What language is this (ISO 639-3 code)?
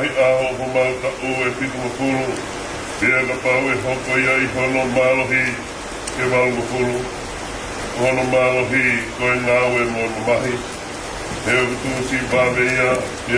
ton